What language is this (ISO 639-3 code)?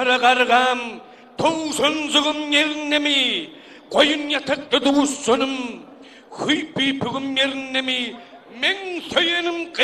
tuk